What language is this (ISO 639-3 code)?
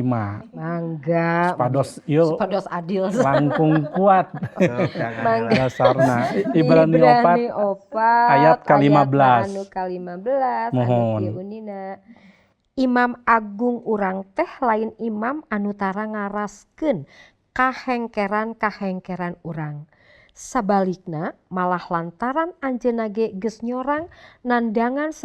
sun